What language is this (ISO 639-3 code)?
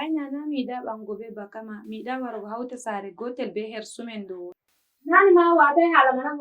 ful